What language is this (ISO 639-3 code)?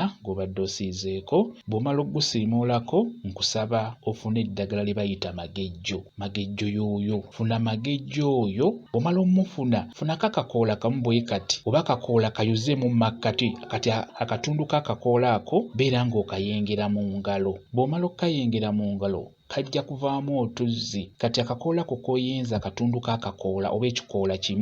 lug